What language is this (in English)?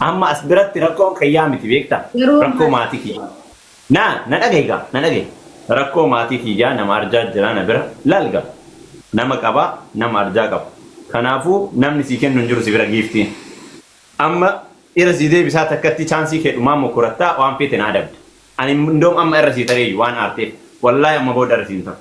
Oromo